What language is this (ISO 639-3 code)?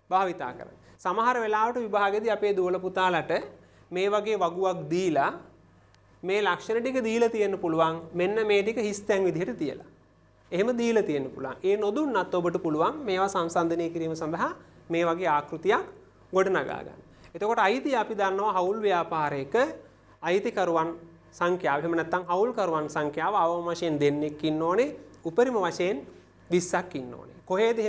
sin